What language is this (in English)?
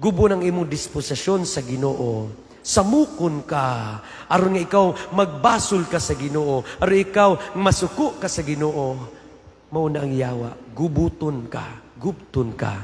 Cebuano